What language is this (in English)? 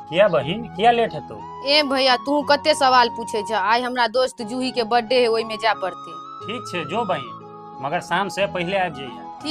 Maithili